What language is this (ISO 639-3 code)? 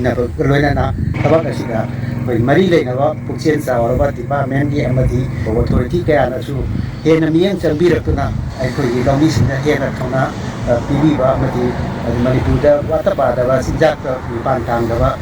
mni